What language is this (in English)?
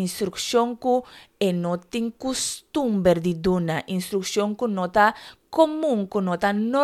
Papiamento